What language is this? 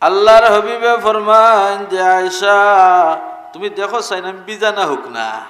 Sylheti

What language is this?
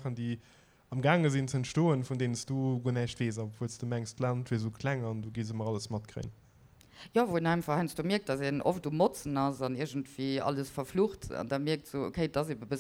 Luxembourgish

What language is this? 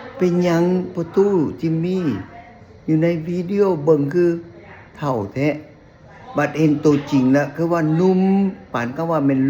Lao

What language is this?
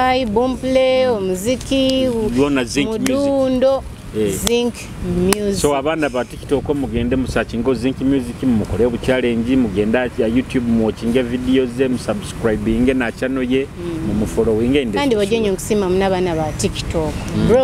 Nyoro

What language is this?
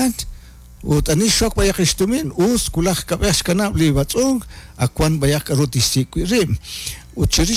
Kekchí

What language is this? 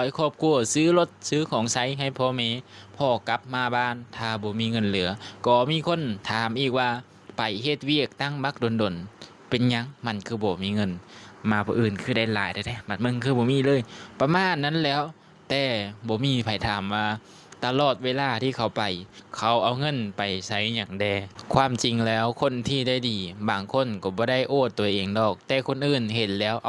Lao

